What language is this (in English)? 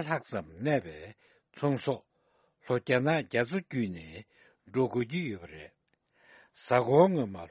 Tibetan